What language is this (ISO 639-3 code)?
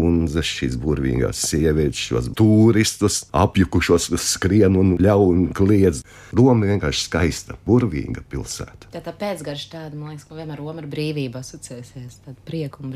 lav